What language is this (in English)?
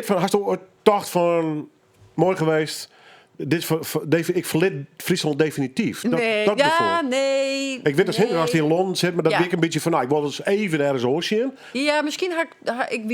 Western Frisian